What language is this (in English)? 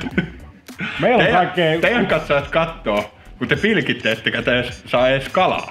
Finnish